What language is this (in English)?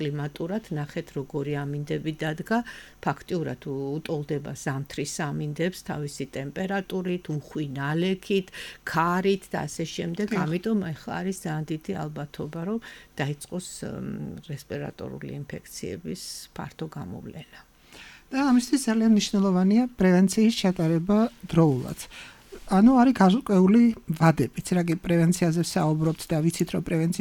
Georgian